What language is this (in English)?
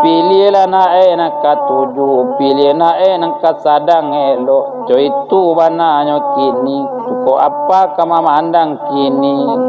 Minangkabau